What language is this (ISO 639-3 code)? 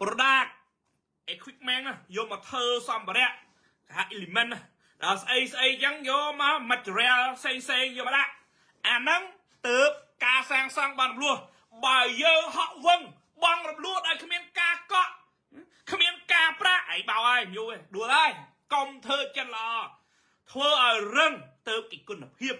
khm